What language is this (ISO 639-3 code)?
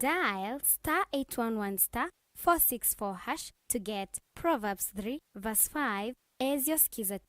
kam